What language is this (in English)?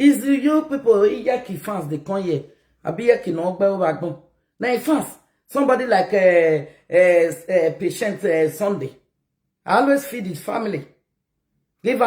Nigerian Pidgin